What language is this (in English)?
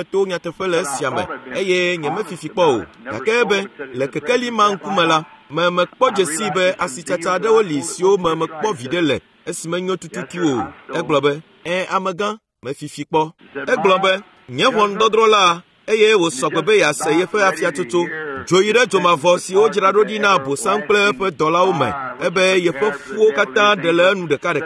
Ewe